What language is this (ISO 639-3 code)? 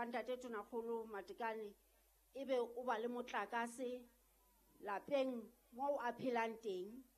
sot